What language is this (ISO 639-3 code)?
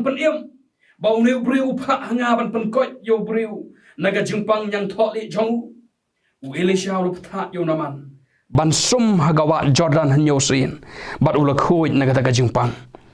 kha